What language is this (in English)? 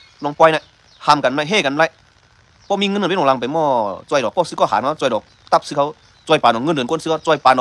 Shan